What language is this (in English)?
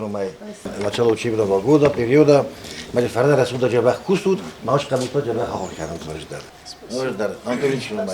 Ossetic